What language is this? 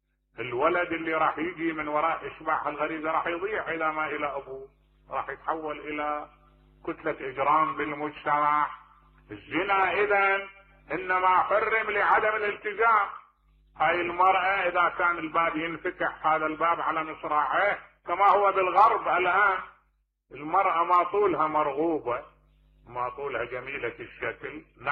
Mesopotamian Arabic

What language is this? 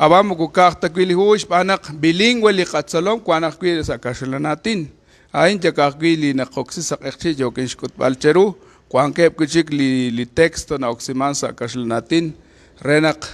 Kekchí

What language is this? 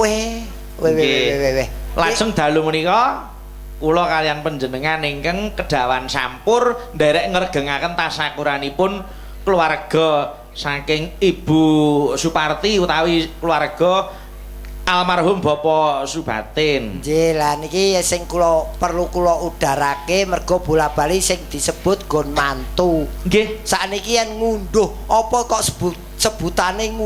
Javanese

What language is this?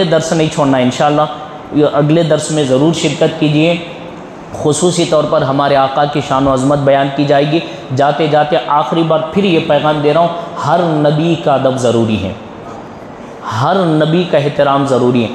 Urdu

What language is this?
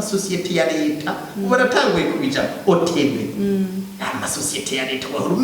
Rundi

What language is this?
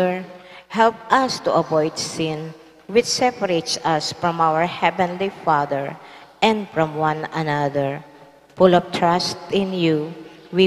Pampanga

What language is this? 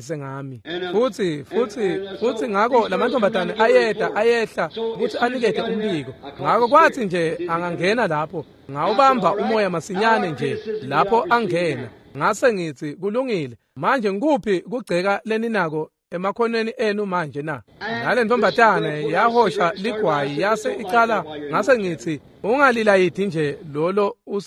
Swati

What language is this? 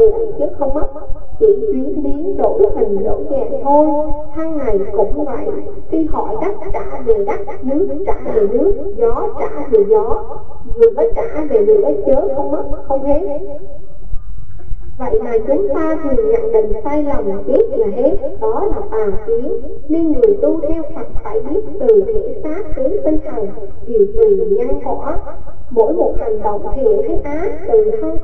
Vietnamese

